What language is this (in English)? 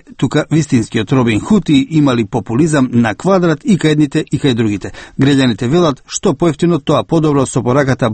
Macedonian